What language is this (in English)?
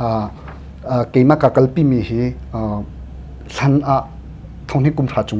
Hakha Chin